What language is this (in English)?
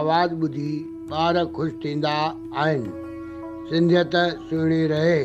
Sindhi